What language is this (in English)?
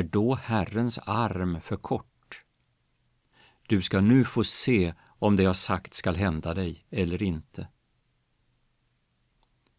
Swedish